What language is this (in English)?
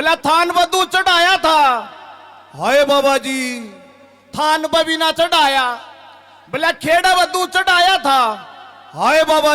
Haryanvi